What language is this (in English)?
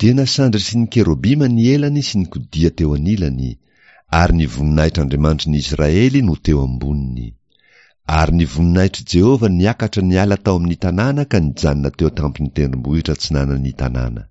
Malagasy